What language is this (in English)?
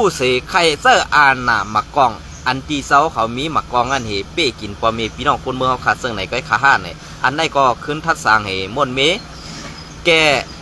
Shan